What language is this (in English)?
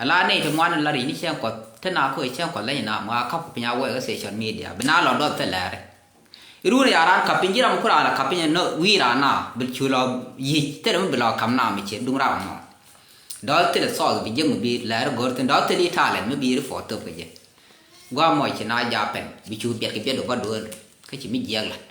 Nuer